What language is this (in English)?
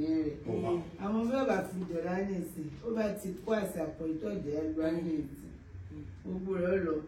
Yoruba